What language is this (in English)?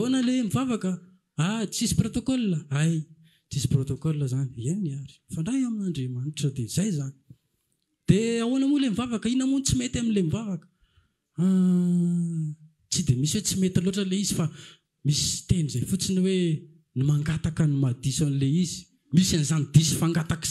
Malagasy